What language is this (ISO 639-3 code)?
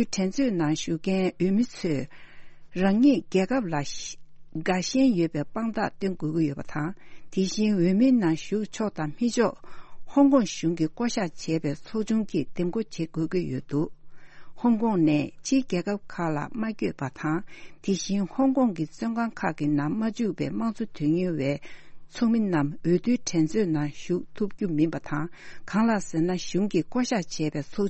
bod